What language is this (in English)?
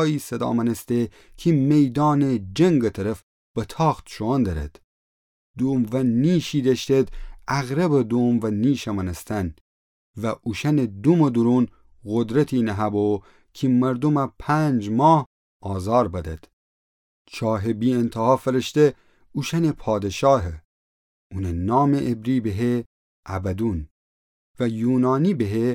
Gilaki